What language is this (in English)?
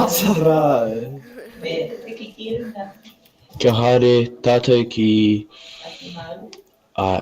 Māori